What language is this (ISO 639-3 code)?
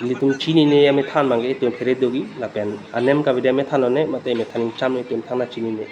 mjw